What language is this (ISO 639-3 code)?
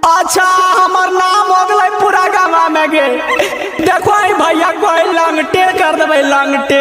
mag